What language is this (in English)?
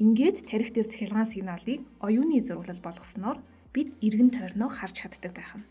Mongolian